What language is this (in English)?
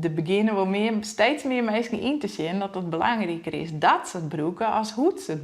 Western Frisian